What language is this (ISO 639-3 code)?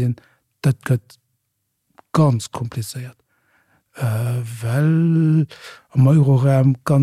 ltz